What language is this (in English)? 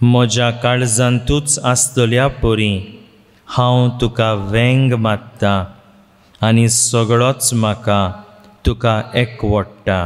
Konkani